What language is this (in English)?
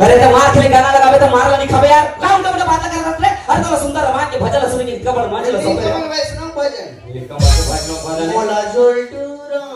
Chhattisgarhi